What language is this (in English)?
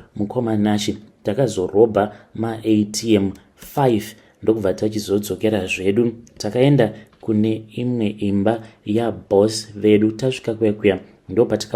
Shona